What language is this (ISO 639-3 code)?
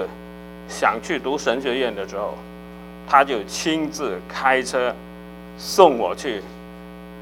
zho